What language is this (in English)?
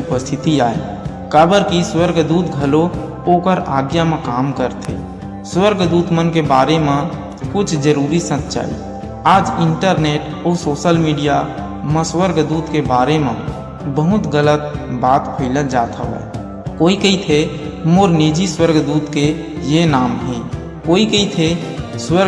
Chhattisgarhi